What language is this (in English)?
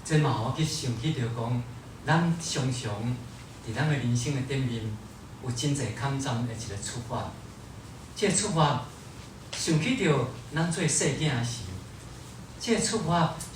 Min Nan Chinese